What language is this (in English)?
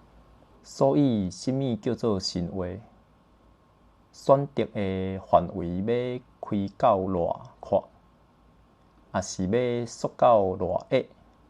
Min Nan Chinese